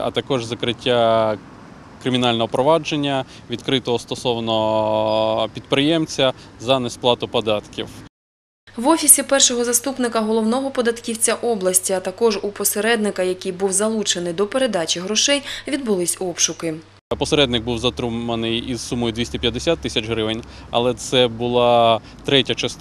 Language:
Ukrainian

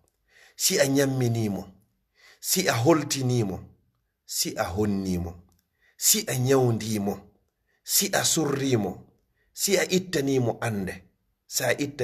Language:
Fula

